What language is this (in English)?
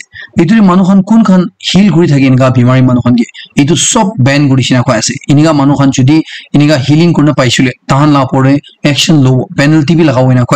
Naga Pidgin